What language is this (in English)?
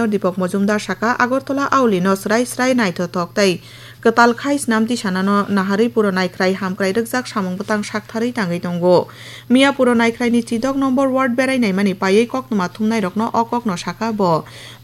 Kok Borok